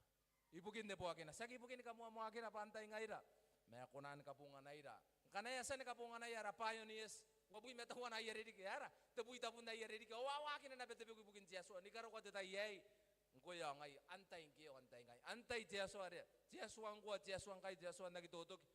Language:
Gilbertese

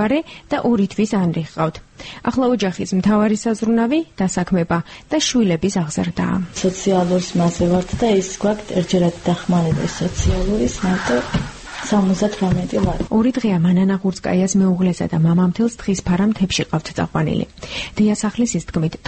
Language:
Georgian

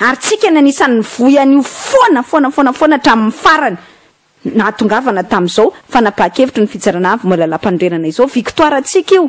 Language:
Malagasy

